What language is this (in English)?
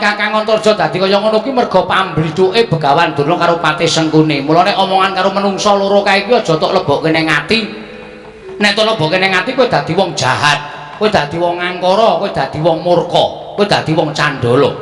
Javanese